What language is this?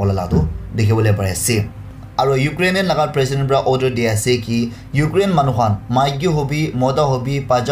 Naga Pidgin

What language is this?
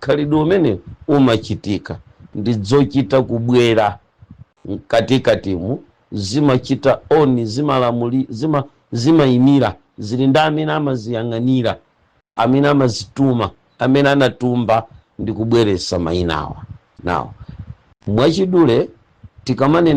Nyanja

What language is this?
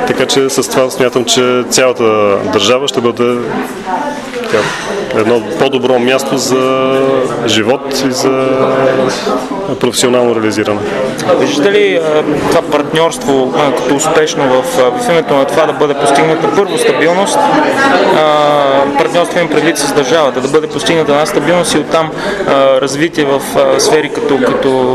Bulgarian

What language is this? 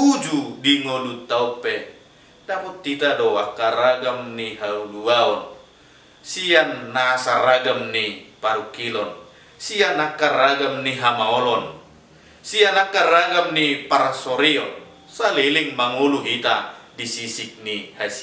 Batak Toba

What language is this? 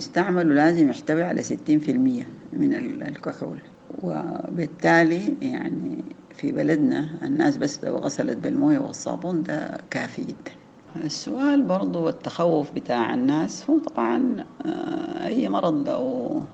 Sudanese Arabic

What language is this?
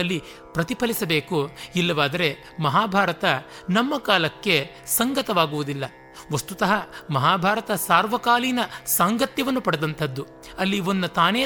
Kannada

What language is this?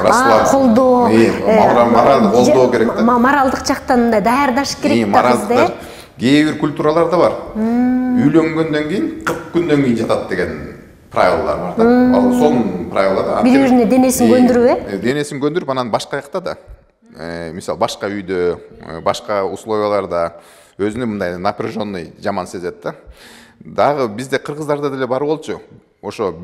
Kyrgyz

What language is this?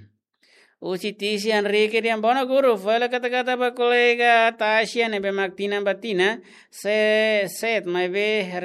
Tetum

